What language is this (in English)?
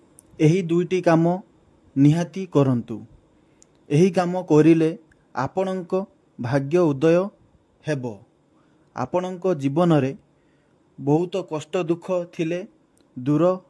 Odia